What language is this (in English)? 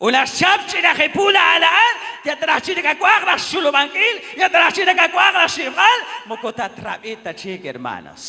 Kekchí